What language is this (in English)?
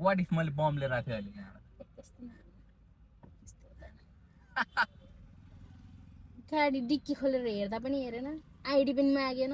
Nepali